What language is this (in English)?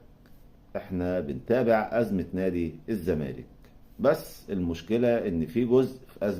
Egyptian Arabic